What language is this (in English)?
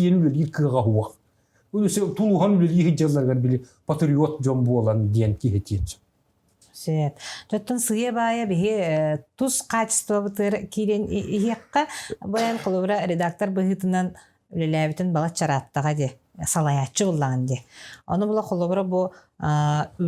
Yakut